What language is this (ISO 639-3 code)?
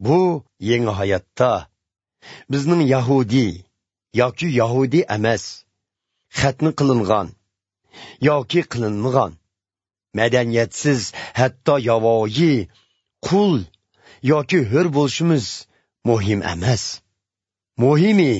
uig